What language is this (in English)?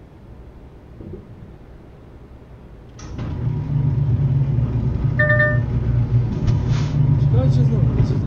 Polish